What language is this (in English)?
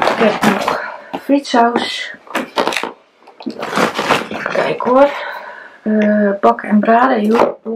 Dutch